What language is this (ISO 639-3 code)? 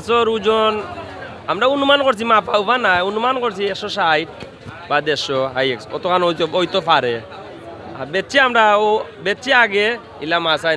syl